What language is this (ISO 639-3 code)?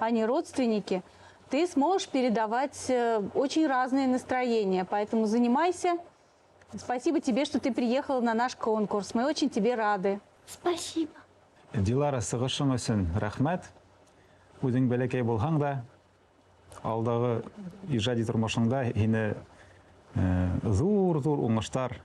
bak